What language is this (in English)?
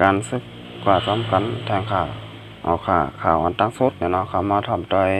Shan